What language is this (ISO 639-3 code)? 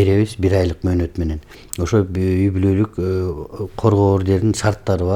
kir